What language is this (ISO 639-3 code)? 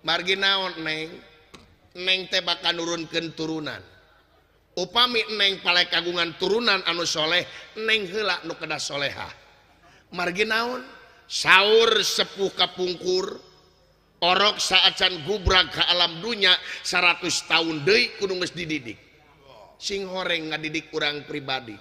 sun